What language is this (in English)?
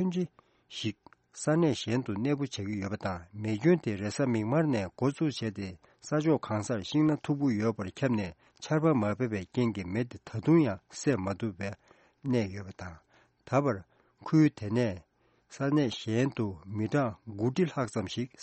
Tibetan